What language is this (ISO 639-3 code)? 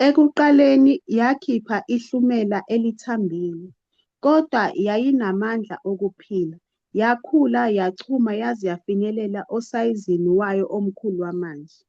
zul